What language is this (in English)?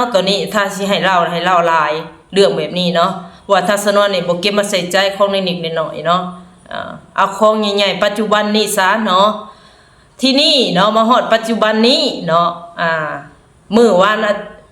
Lao